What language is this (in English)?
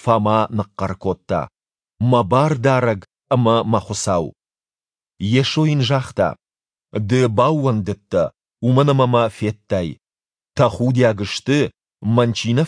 Ossetic